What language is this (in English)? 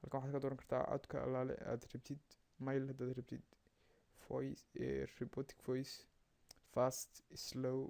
Somali